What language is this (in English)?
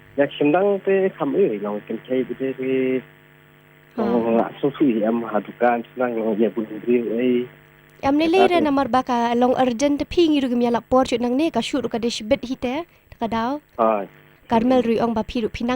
Khasi